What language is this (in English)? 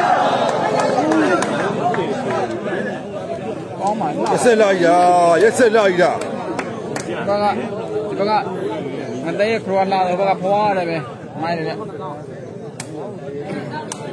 Burmese